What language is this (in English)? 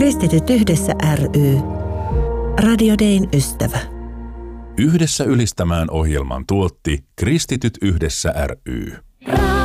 Finnish